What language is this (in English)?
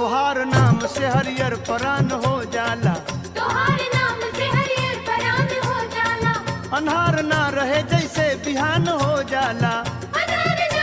Bhojpuri